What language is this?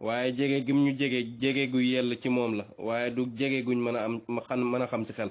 Wolof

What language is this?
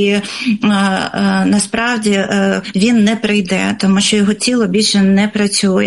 Ukrainian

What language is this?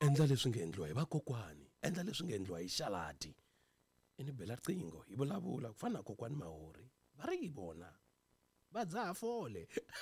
Tsonga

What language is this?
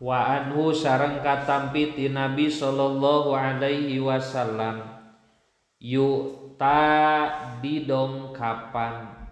Sundanese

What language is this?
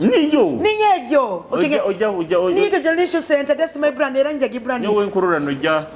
Nyoro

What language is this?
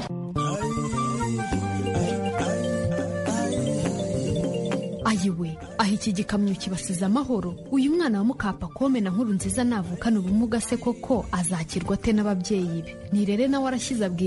Kinyarwanda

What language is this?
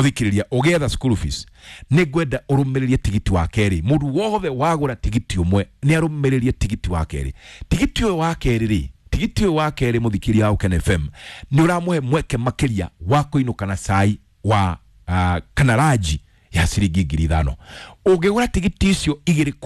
Kikuyu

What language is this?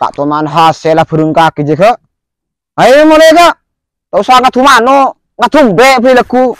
Madurese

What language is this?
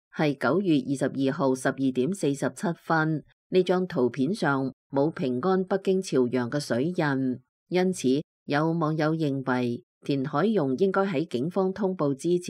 Cantonese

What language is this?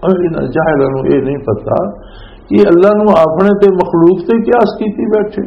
Western Panjabi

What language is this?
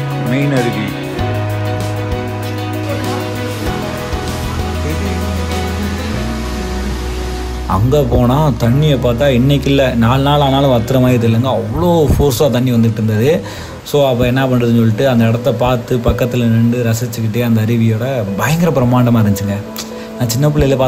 Tamil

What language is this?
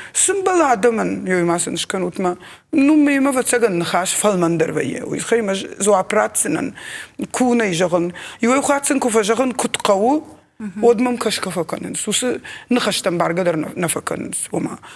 Ossetic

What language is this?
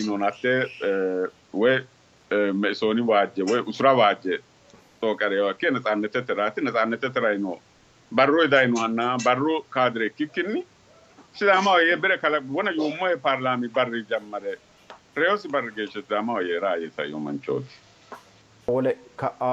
Sidamo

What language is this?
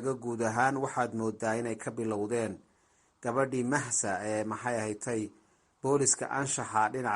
Somali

